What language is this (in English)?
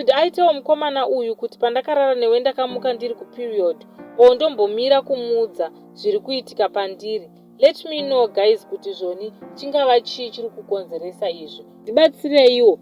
Shona